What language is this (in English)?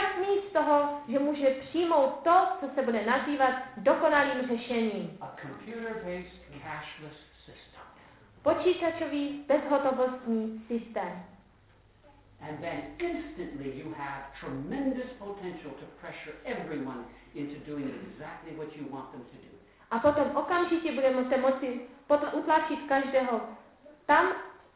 Czech